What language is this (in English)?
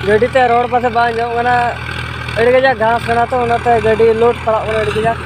Santali